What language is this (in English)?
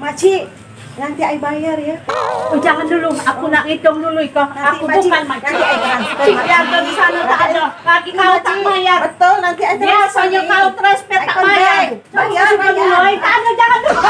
Musi